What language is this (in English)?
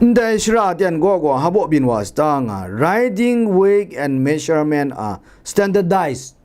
Kachin